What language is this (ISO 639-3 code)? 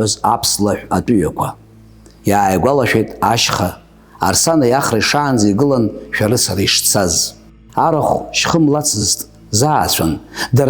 abk